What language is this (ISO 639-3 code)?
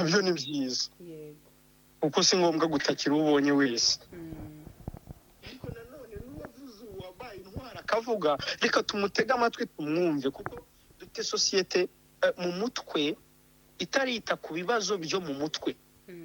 kin